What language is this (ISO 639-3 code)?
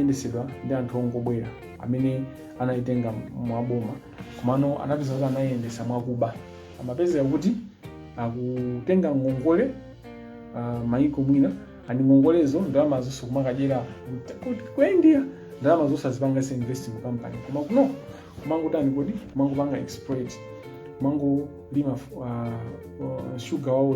nya